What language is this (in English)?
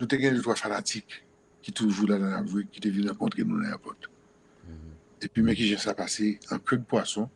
Haitian Creole